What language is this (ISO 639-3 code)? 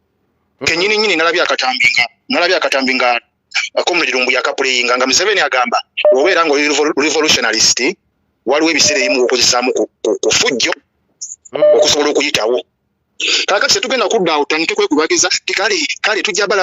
lug